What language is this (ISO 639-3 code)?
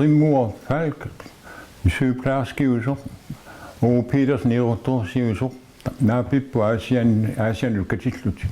kal